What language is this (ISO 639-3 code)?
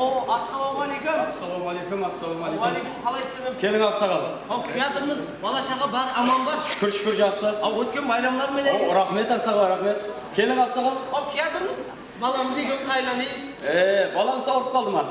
kaa